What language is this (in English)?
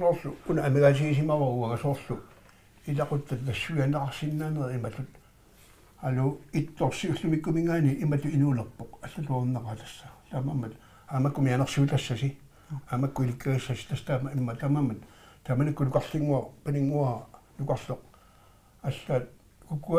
Kalaallisut